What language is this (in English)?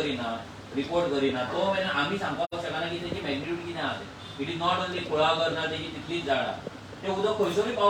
Konkani